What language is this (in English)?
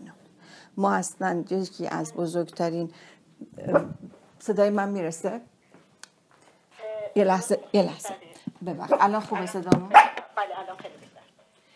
Persian